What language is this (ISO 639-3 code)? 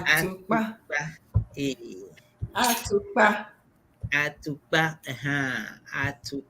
ewe